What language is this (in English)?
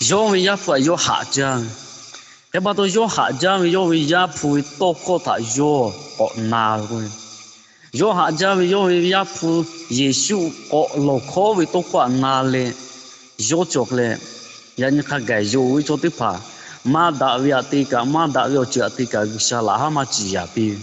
Lahu